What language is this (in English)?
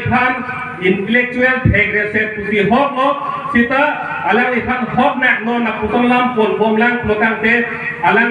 Karbi